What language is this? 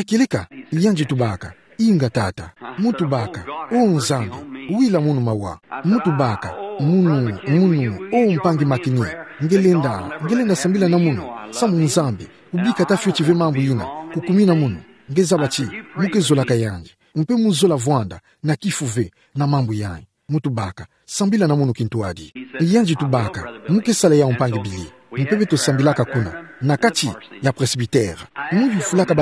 Kituba (Democratic Republic of Congo)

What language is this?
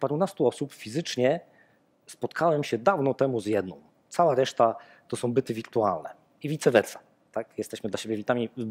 Polish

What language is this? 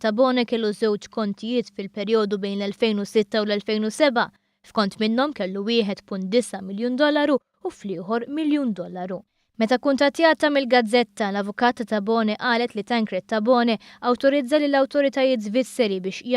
Maltese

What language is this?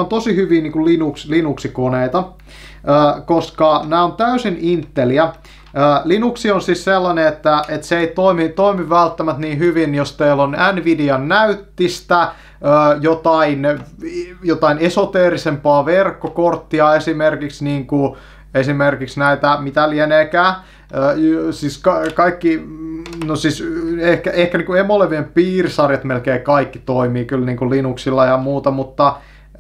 Finnish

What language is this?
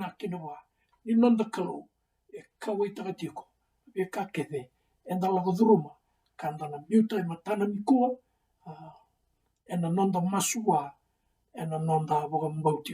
Fijian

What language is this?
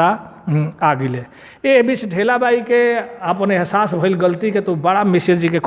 Bhojpuri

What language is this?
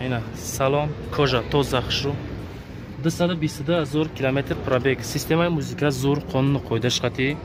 Tajik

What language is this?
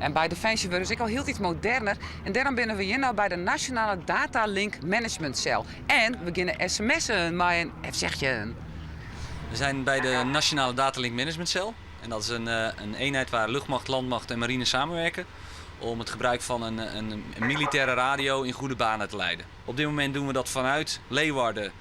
Western Frisian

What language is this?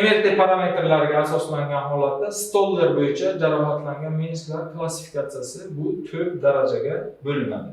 Uzbek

